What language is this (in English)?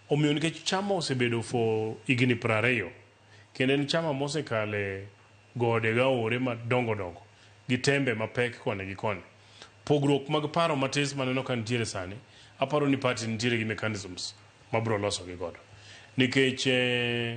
Luo (Kenya and Tanzania)